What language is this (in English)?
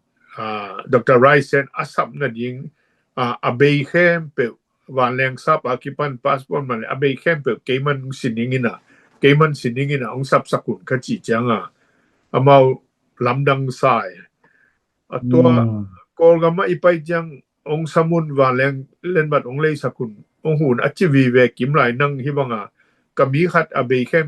Tedim Chin